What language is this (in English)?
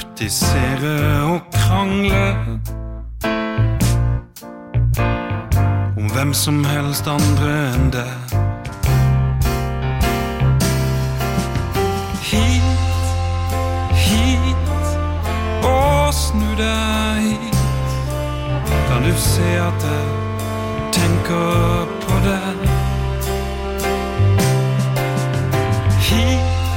Norwegian